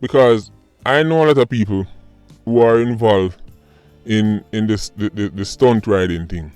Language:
Jamaican Creole English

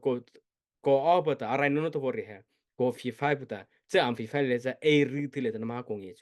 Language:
Mara Chin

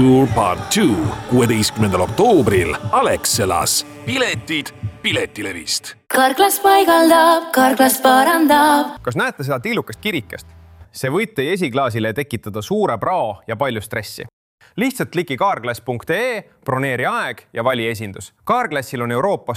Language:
Estonian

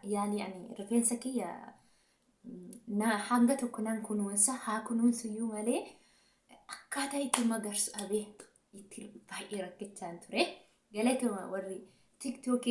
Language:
Oromo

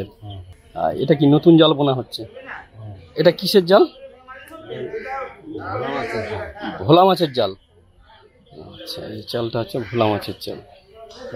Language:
Bangla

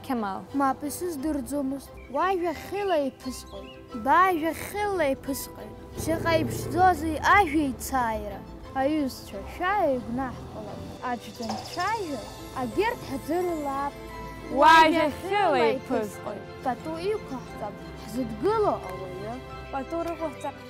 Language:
Abkhazian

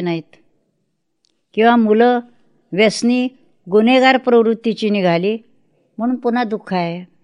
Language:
Marathi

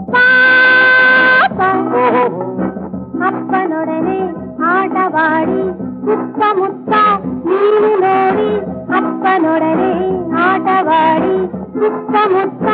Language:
Kannada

